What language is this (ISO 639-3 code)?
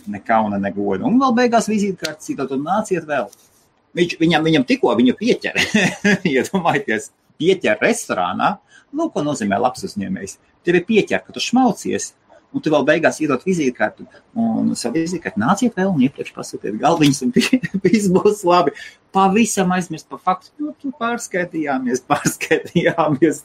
lav